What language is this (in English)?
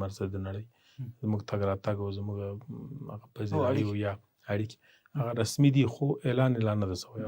Pashto